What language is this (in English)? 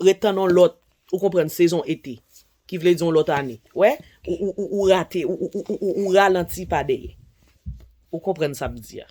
Haitian Creole